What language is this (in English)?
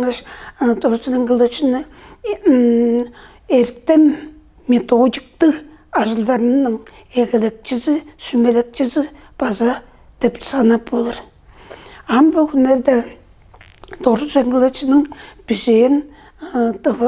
Tuvinian